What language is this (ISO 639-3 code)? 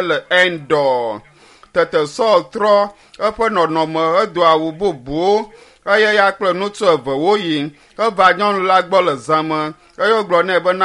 ewe